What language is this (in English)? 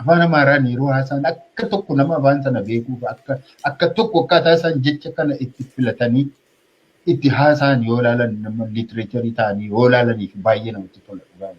Oromo